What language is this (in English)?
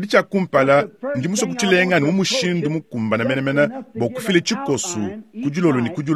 Luba-Lulua